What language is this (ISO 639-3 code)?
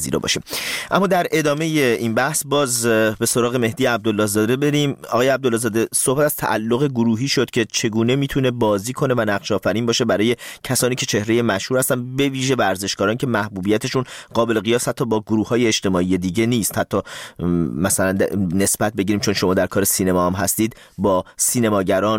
fas